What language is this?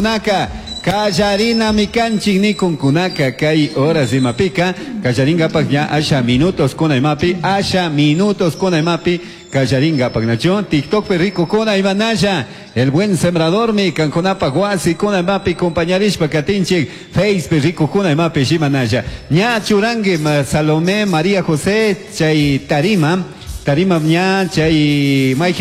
Chimborazo Highland Quichua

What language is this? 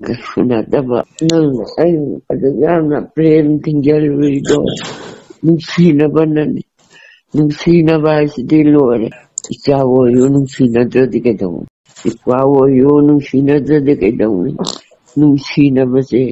Manipuri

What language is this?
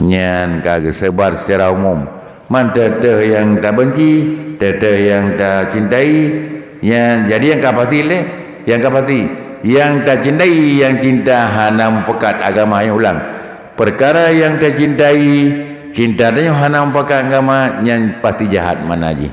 Achinese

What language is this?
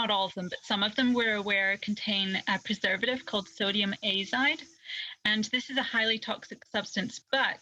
Māori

